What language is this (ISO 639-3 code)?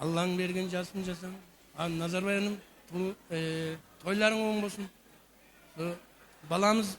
kaa